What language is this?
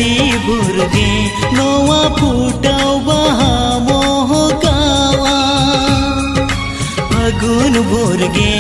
Santali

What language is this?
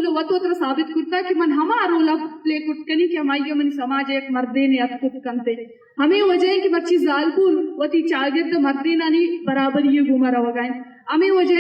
Eastern Balochi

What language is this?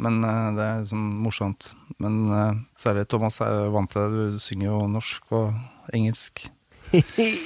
Norwegian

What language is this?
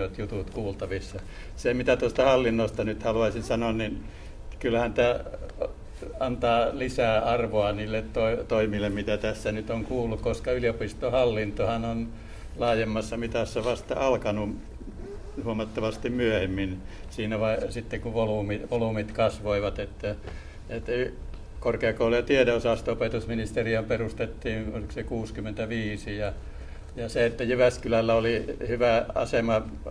Finnish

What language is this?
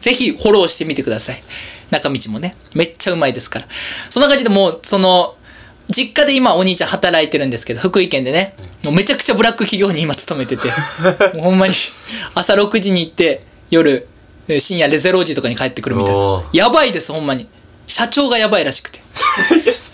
Japanese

